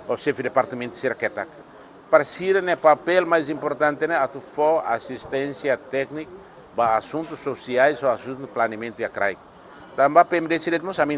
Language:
Tetum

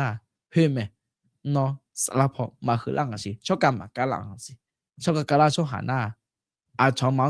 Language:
Akha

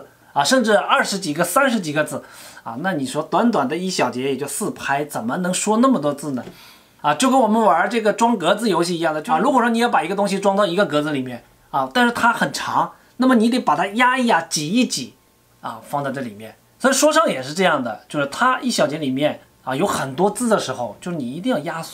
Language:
Chinese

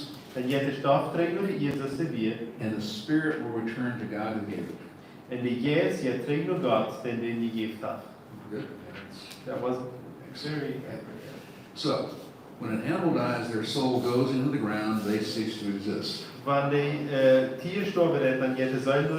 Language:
Plautdietsch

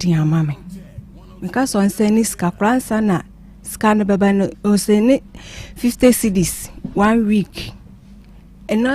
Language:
Akan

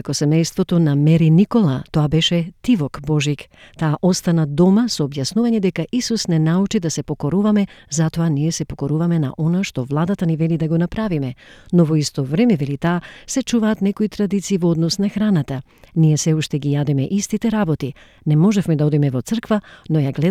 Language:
Macedonian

